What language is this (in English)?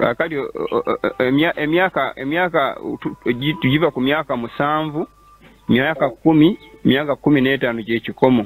Ganda